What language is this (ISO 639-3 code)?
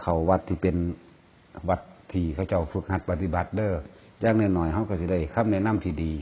lao